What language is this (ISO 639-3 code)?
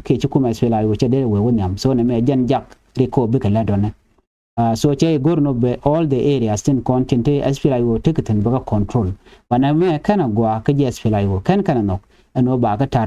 nus